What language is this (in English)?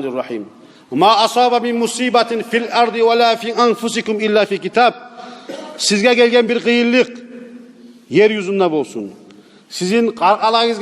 Kumyk